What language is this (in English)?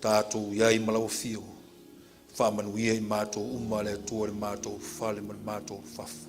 Samoan